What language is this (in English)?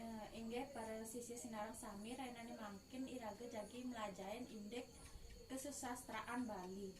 Balinese